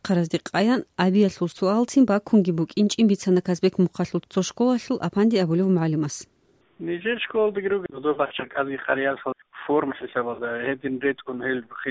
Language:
Avaric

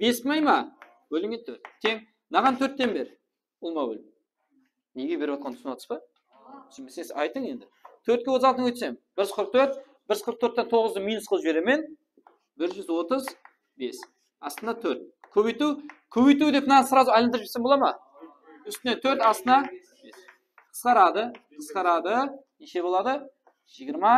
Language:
Kara-Kalpak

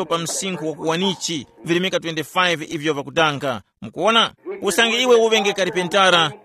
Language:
Tumbuka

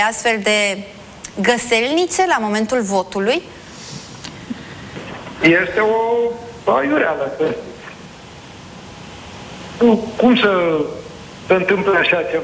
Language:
Romanian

